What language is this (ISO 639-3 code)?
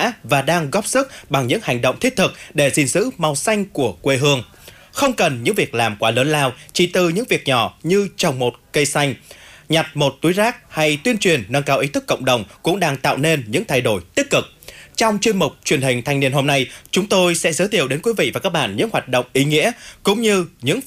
vie